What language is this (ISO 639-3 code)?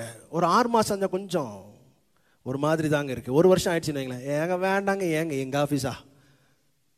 tam